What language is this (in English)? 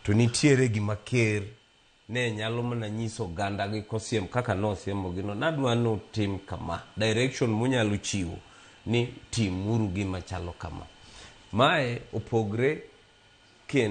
Luo (Kenya and Tanzania)